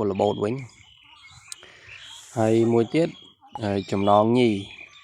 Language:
Khmer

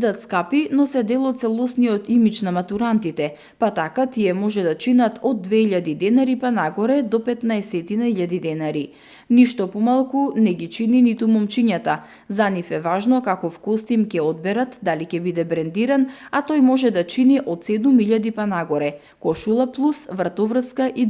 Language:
Macedonian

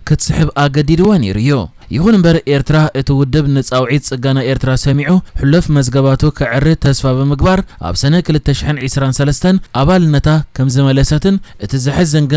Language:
Tigrinya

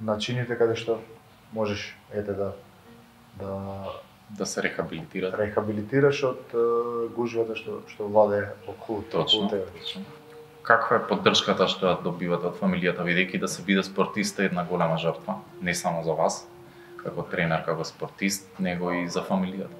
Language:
Macedonian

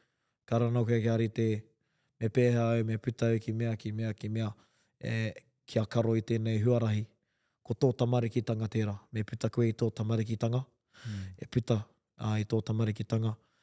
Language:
Māori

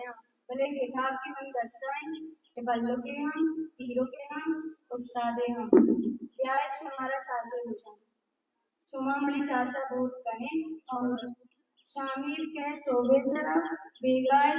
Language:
Baluchi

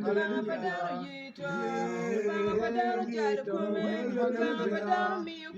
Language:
Acoli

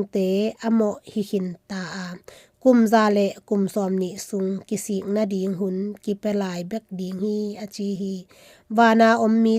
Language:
Tedim Chin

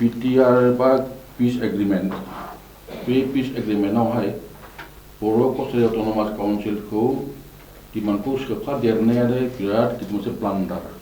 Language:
Bodo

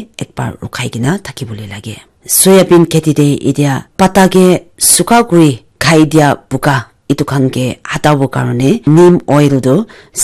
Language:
Naga Pidgin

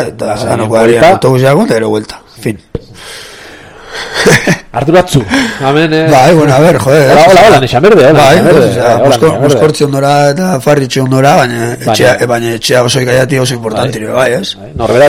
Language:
Basque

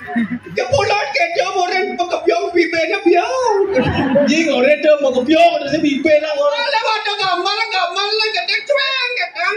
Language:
Balinese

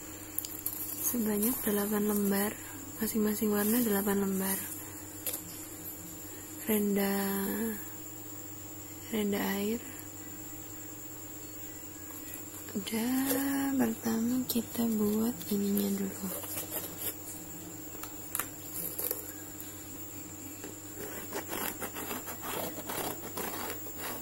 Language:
Indonesian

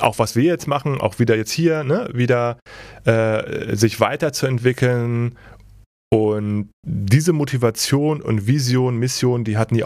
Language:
German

